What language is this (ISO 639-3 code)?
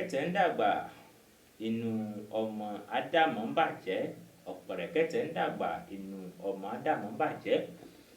yor